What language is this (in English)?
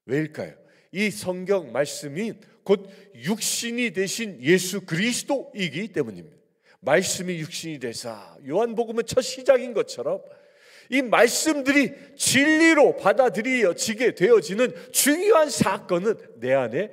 Korean